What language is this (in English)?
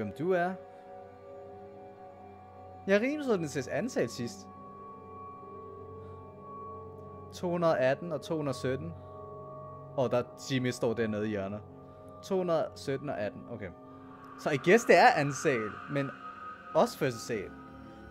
Danish